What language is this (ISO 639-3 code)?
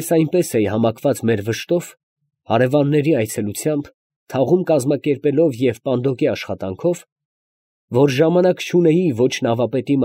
hye